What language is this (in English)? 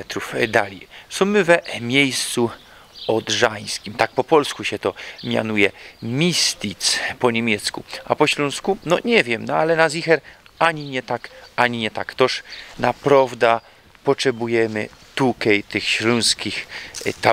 Silesian